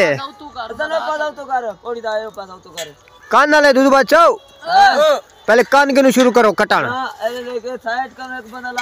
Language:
Saraiki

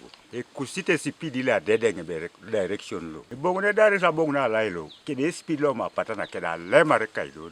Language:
Teso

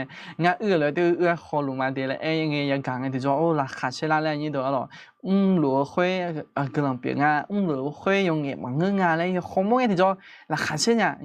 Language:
Akha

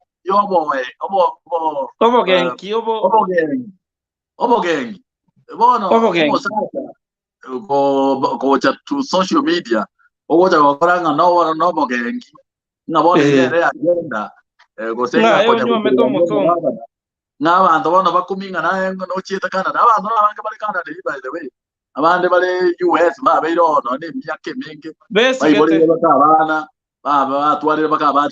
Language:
Gusii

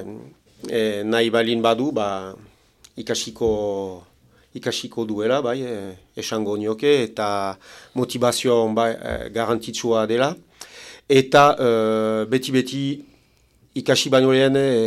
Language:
Basque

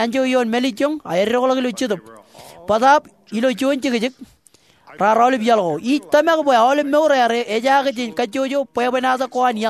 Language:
Marshallese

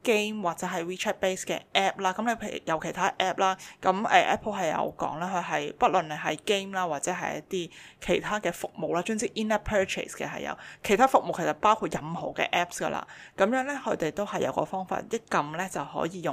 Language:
Cantonese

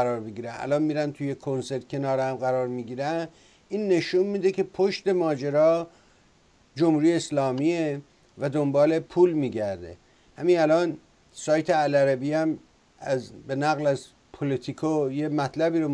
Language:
Persian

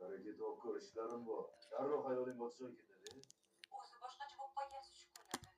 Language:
Uzbek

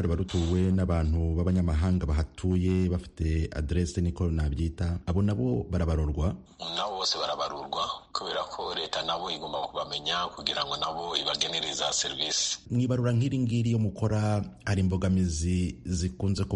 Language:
Kinyarwanda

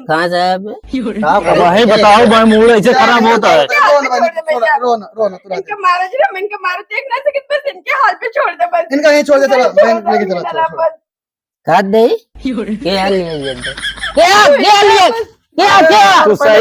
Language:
Awadhi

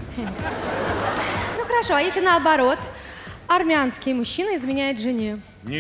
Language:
Russian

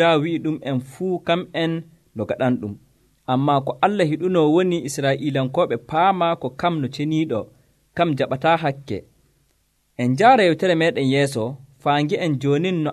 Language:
Nigerian Fulfulde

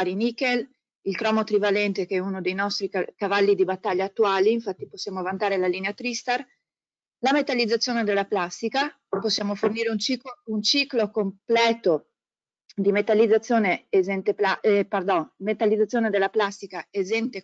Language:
Italian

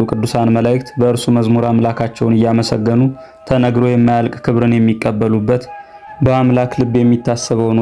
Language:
Amharic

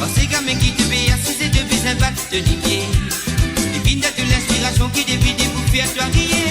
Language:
Morisyen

